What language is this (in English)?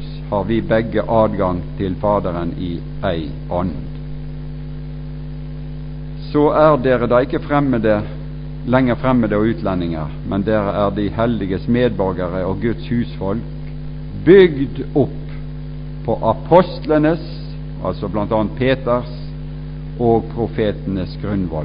Norwegian